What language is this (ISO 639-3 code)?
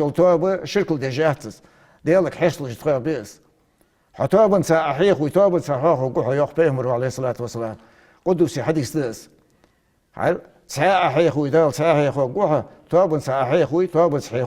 inh